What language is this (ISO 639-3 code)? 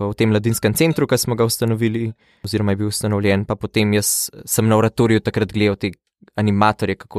slv